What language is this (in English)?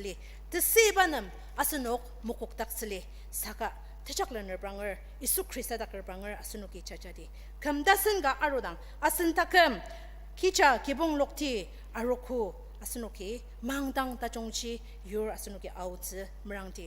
Ao Naga